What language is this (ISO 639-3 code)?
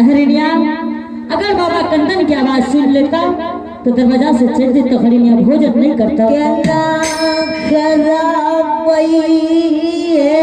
anp